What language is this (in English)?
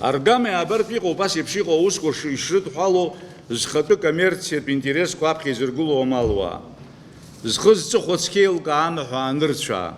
Abkhazian